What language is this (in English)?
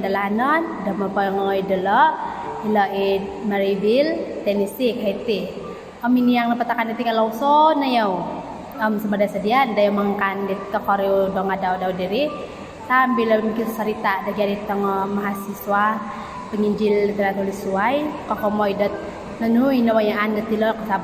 Central Dusun